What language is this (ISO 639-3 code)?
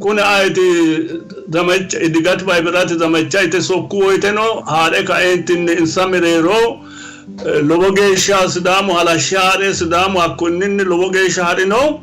sid